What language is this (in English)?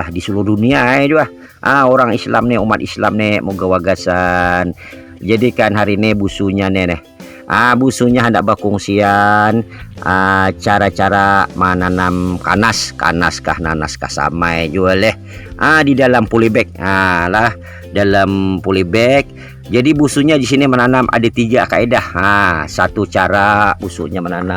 Banjar